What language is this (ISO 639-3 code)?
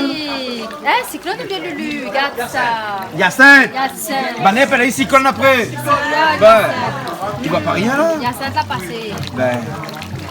rcf